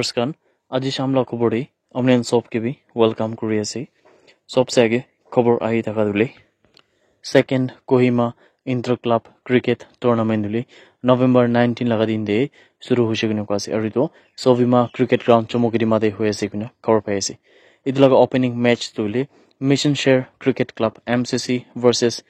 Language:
Naga Pidgin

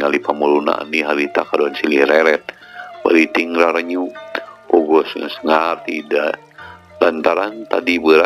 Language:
Sundanese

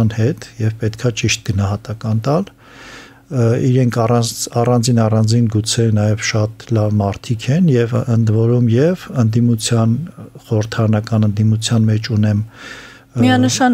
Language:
Armenian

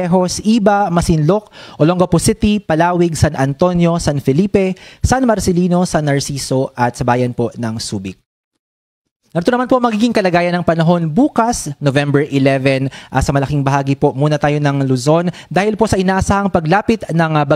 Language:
Filipino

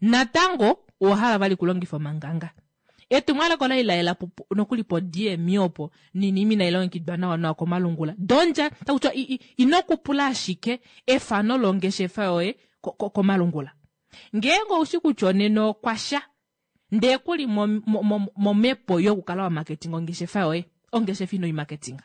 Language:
Kuanyama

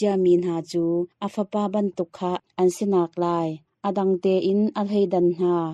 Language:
Hakha Chin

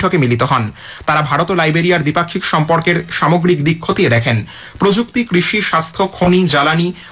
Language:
Bangla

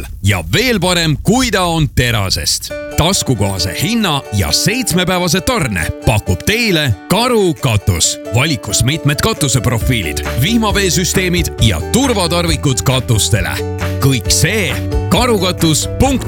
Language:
Estonian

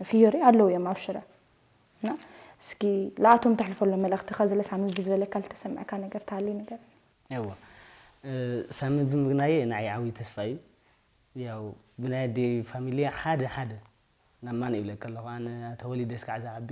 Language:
Tigrinya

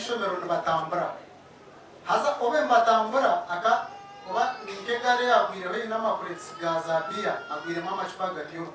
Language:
Nyankole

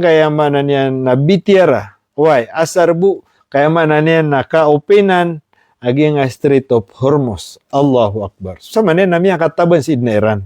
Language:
Maranao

